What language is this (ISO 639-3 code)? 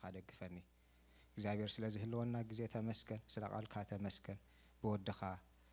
tir